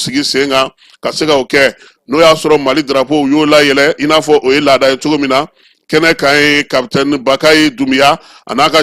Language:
Bambara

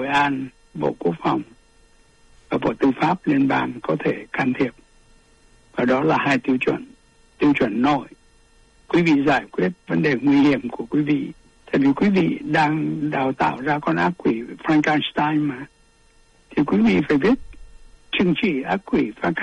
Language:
Vietnamese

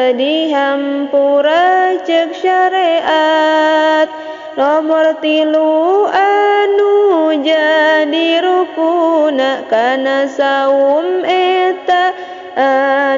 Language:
Sundanese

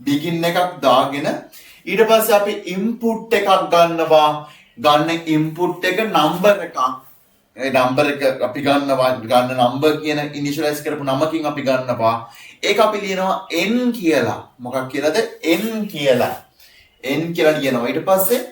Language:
Sinhala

